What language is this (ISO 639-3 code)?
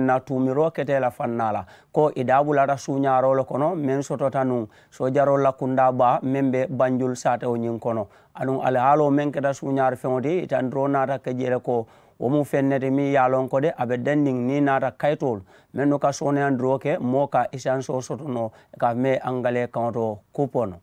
man